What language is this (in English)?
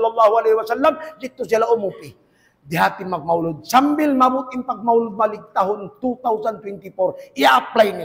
Tausug